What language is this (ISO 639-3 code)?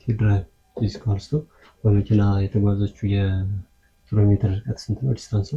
amh